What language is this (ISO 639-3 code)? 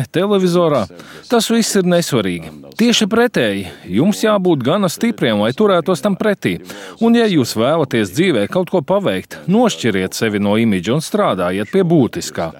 lav